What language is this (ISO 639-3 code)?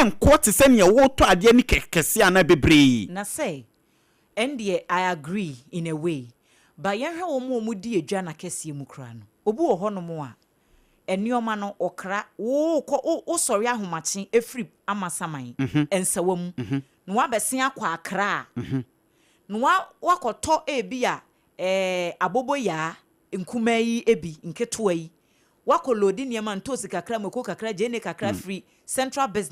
aka